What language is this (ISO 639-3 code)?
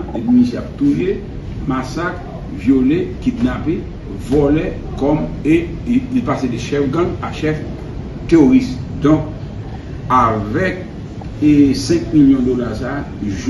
hat